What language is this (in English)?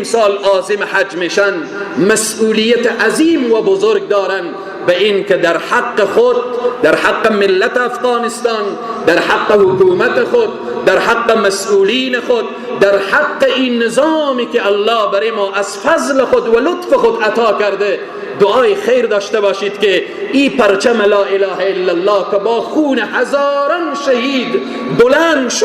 Persian